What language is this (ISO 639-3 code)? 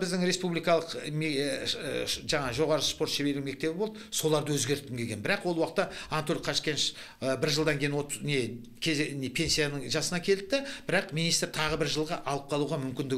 kaz